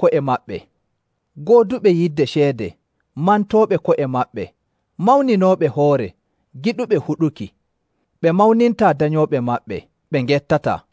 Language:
Nigerian Fulfulde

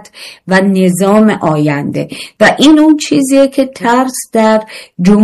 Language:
Persian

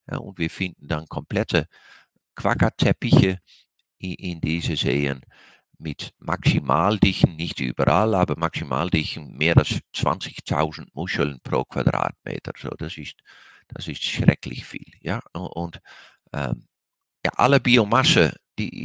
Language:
Swiss German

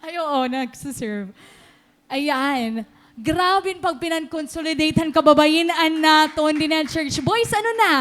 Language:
Waray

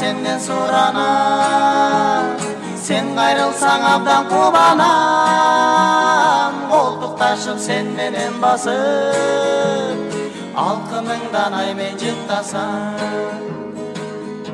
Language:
Kyrgyz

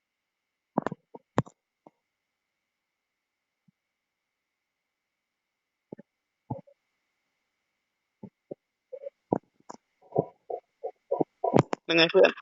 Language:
Lao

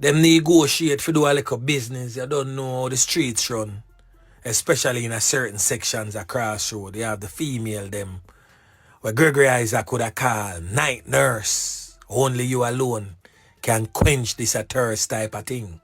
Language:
Jamaican Creole English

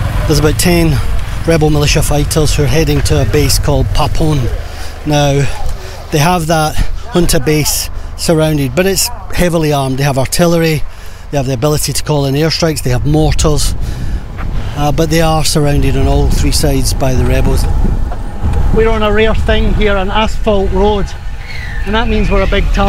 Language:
English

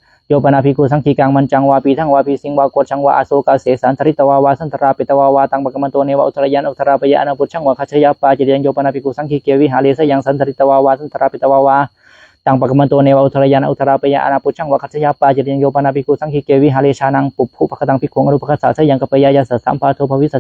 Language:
Pali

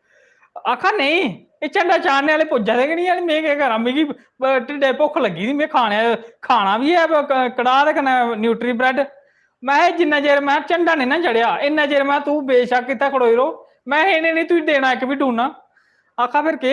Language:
Dogri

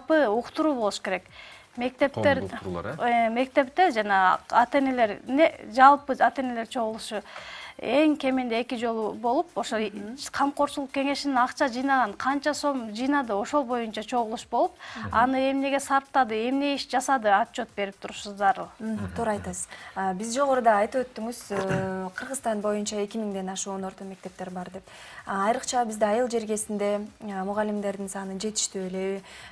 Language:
Kyrgyz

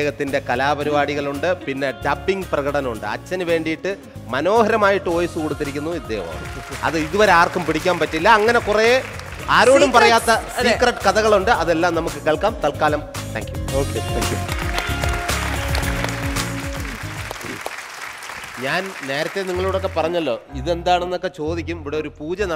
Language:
Malayalam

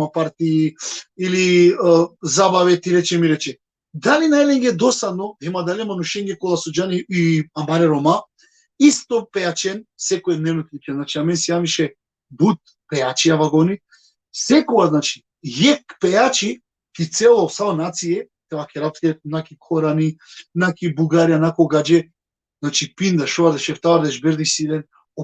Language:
Balkan Romani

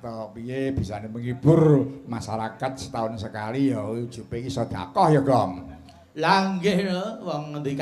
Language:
Javanese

